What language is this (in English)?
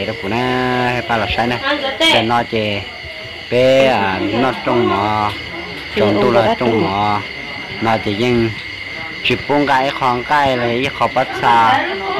Hmong